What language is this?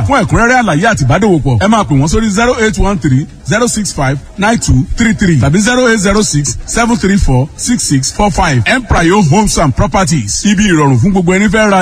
Yoruba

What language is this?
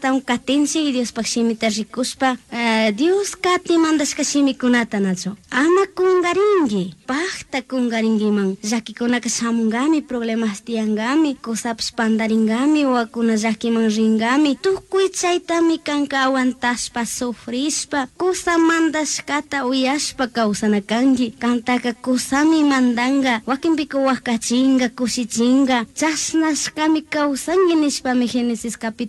Chimborazo Highland Quichua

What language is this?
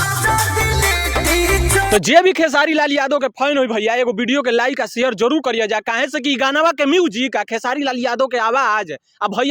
Bhojpuri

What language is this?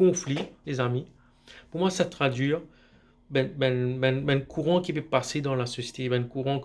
Morisyen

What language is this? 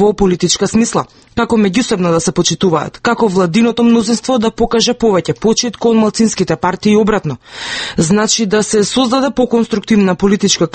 Macedonian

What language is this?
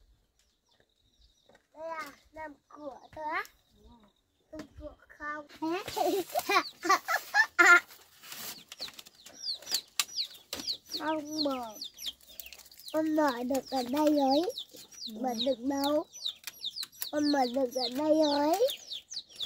Vietnamese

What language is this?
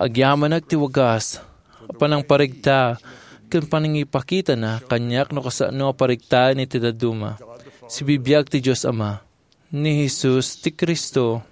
Iloko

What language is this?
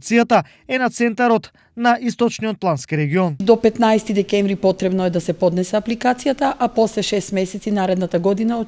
Macedonian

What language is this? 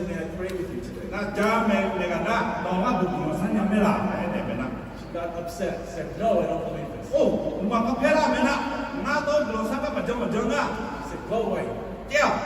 Akha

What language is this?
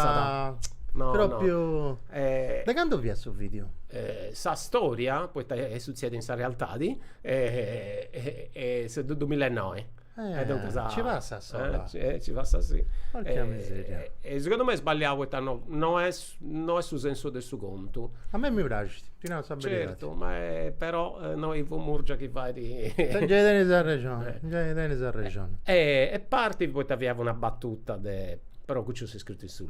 Sardinian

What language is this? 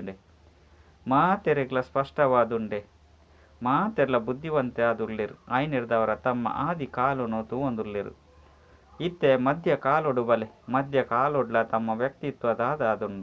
Tulu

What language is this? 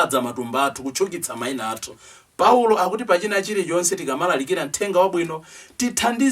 Nyanja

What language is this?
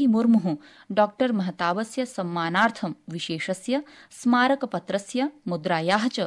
Sanskrit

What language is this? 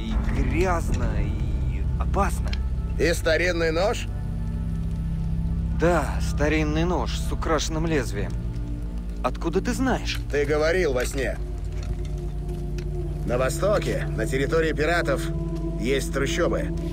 Russian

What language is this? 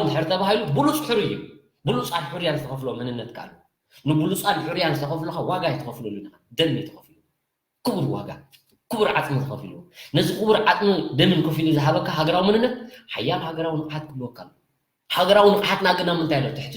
Tigrinya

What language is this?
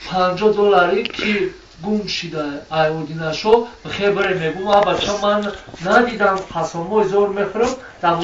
Tajik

